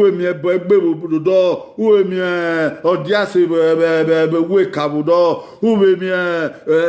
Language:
Bini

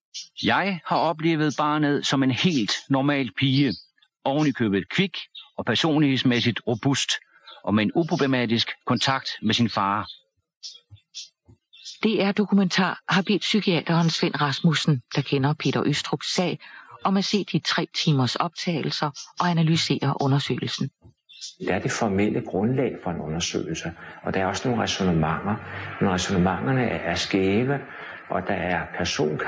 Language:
Danish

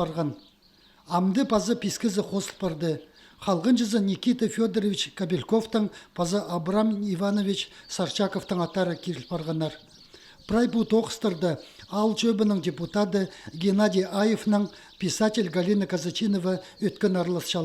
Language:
Khakas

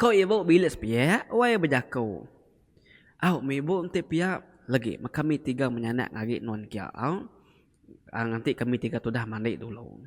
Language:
Iban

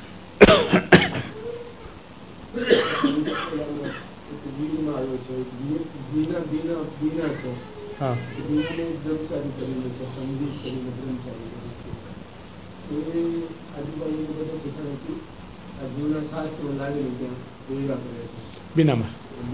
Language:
Gujarati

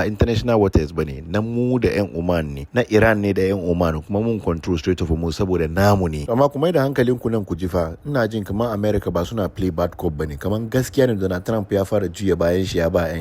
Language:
Hausa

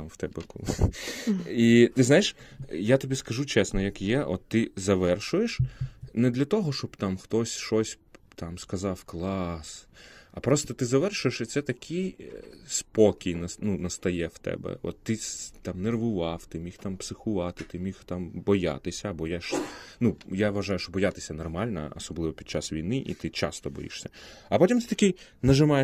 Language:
Ukrainian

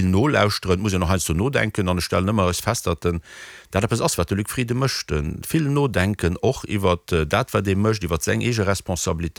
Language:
Luxembourgish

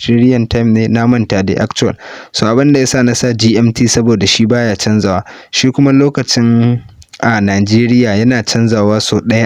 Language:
Hausa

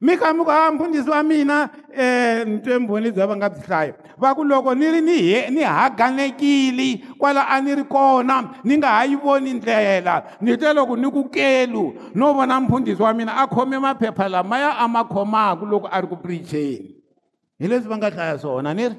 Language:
Tsonga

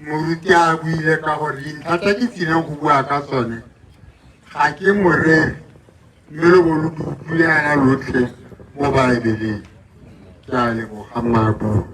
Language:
Tswana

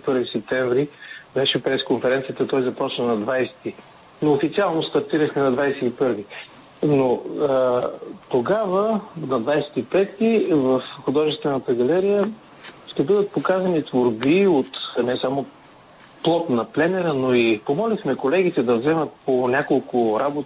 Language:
Bulgarian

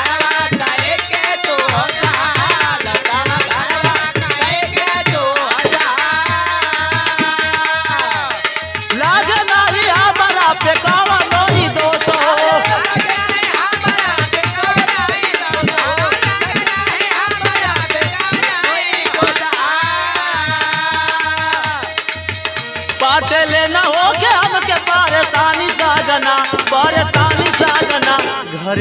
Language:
Bhojpuri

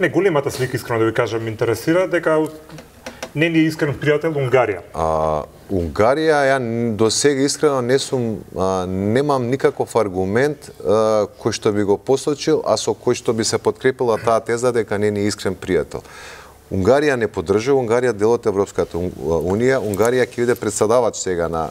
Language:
Macedonian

